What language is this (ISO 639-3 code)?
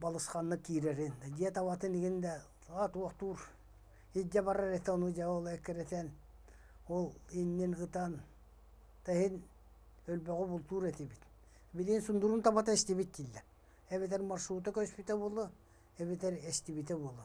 sah